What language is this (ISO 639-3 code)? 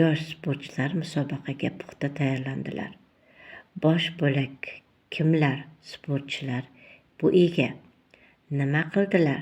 uzb